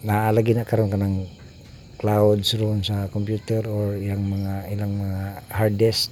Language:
Cebuano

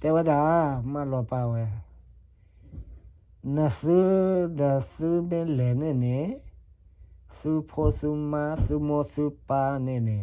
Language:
S'gaw Karen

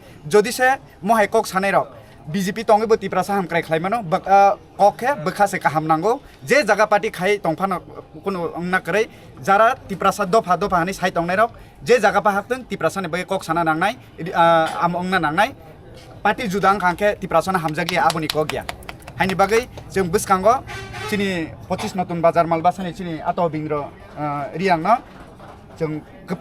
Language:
Kok Borok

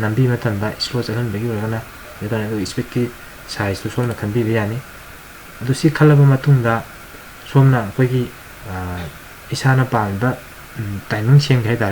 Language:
Manipuri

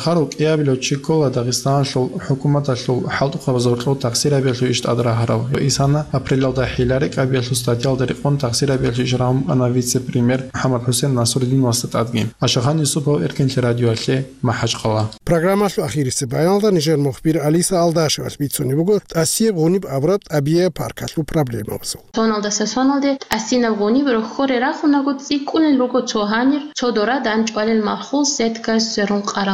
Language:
Avaric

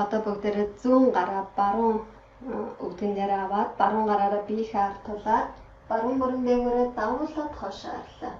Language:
Mongolian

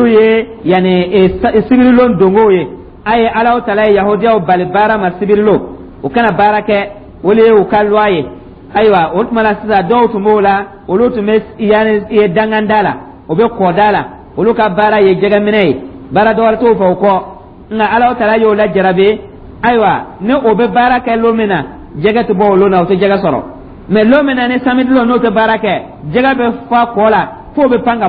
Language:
Dyula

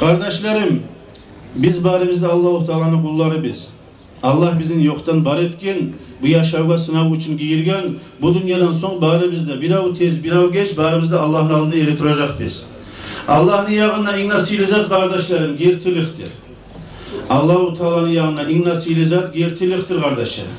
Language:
Kumyk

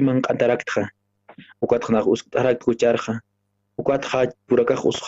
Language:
Aymara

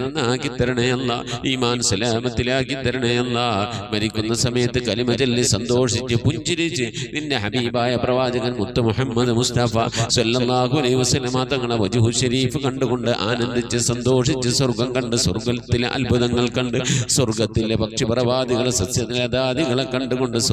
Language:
Malayalam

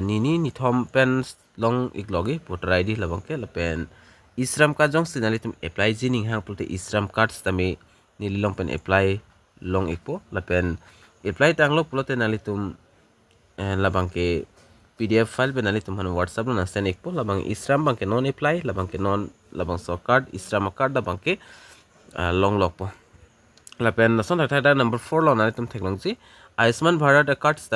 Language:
Karbi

